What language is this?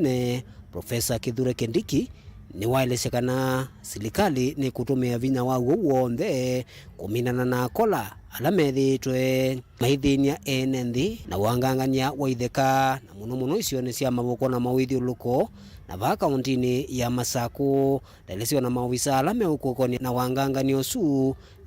Kamba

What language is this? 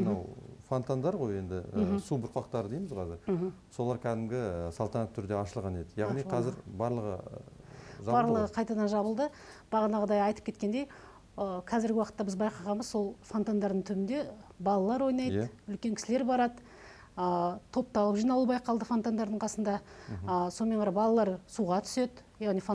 Kazakh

